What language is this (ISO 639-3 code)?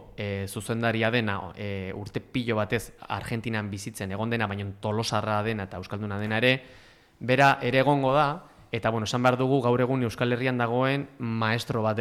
eus